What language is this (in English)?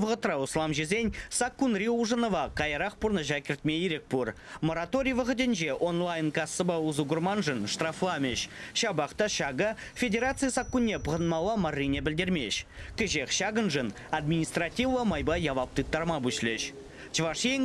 Chuvash